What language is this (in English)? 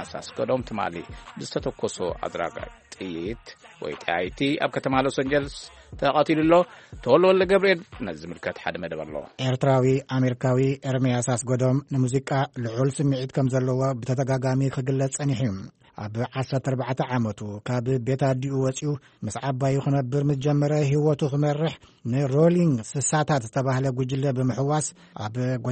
Tigrinya